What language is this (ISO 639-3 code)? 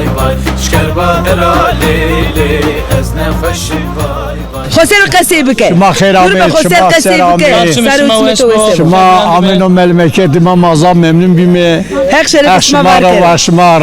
zza